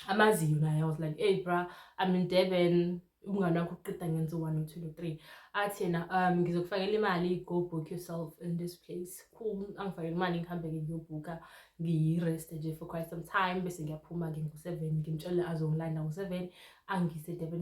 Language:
Zulu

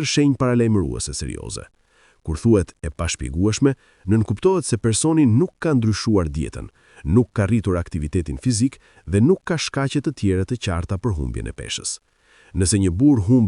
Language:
Albanian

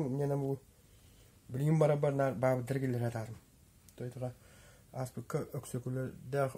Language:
Yakut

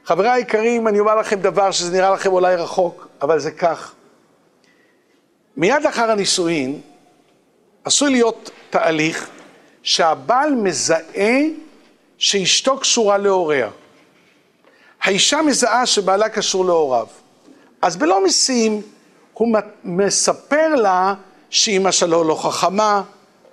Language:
Hebrew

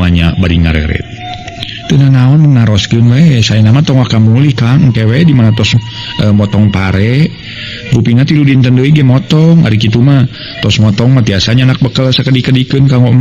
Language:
Sundanese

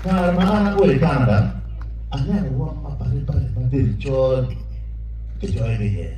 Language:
Acoli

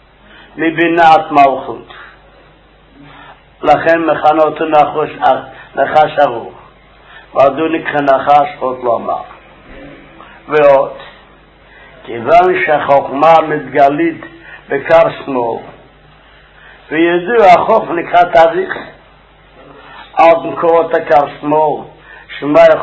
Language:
Hebrew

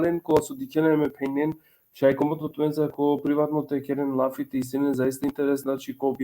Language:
Balkan Romani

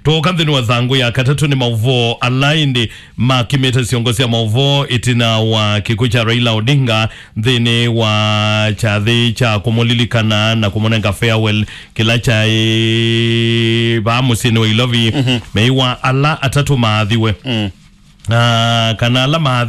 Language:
Kamba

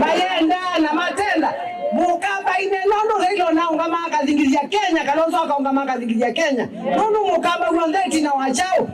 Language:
Kamba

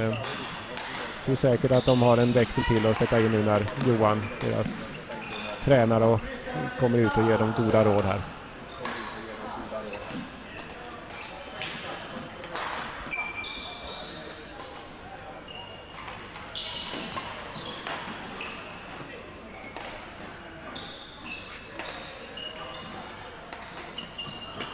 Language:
Swedish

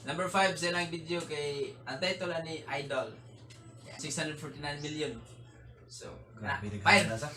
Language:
Cebuano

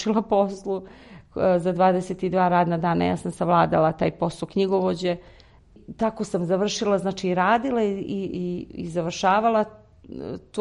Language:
Serbian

